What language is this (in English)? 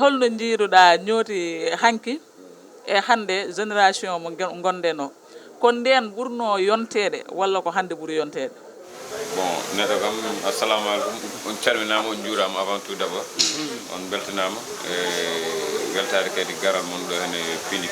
Fula